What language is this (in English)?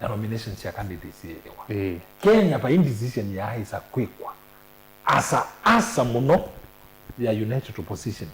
Kamba